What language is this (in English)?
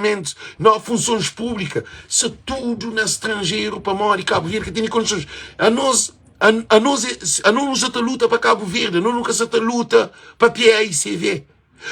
Kabuverdianu